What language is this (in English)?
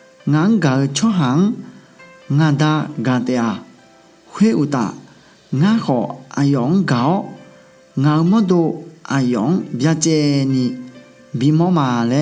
Akha